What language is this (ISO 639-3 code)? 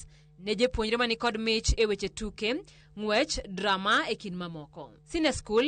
luo